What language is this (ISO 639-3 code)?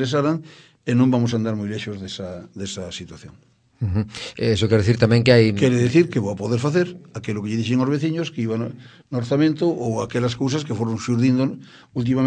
glg